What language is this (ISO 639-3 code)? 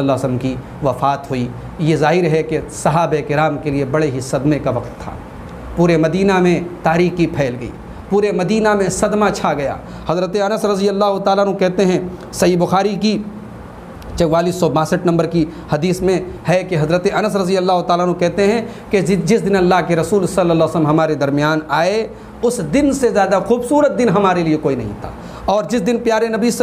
urd